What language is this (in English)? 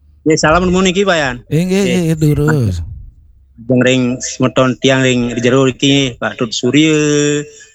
Balinese